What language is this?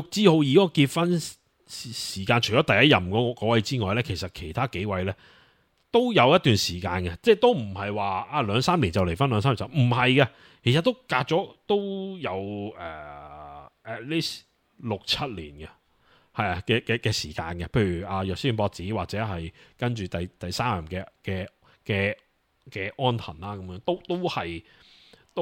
Cantonese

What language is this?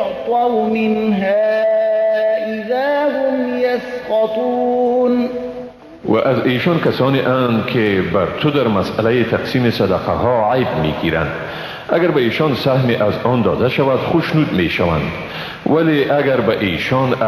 Persian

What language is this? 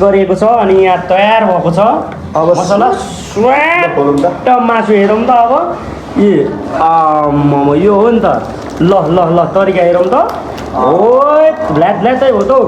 Nepali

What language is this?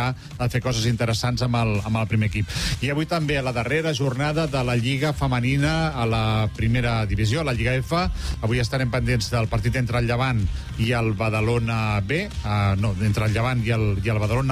Catalan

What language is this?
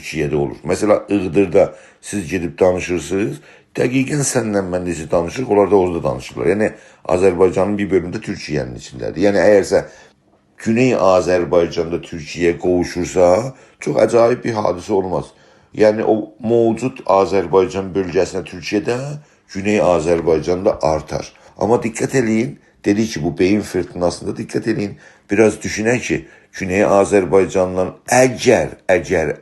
South Azerbaijani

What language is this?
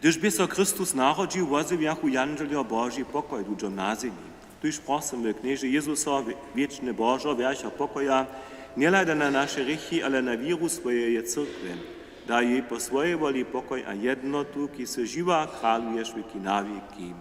Upper Sorbian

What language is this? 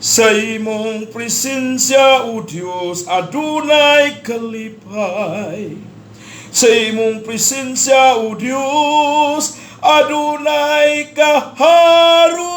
Cebuano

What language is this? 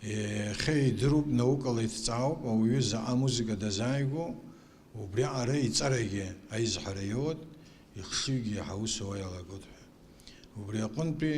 Abkhazian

